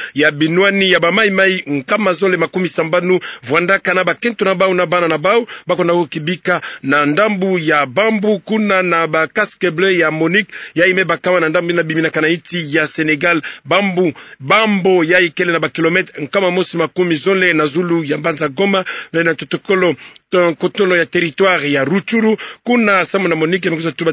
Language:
Kituba (Democratic Republic of Congo)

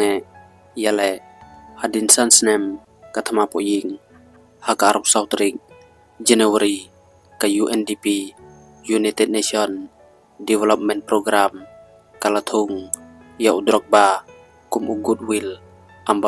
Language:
Khasi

